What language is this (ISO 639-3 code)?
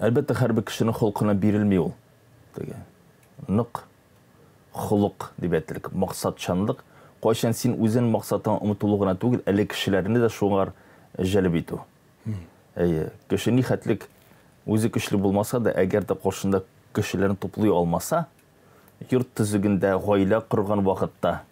tat